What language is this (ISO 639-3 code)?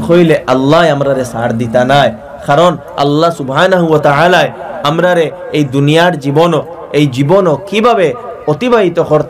syl